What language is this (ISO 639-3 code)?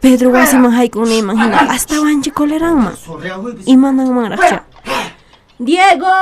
que